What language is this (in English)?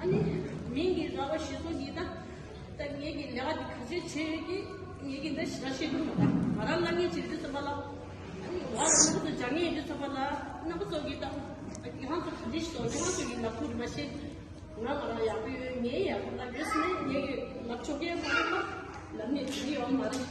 Tibetan